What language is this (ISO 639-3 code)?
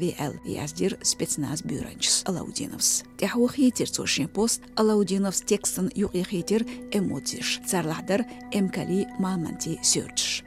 che